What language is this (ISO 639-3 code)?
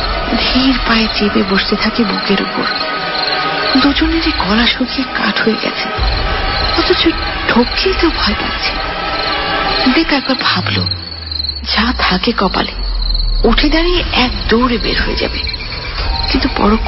ben